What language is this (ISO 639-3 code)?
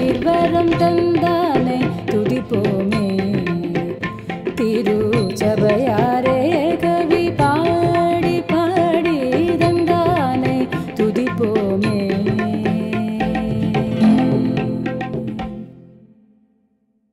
tam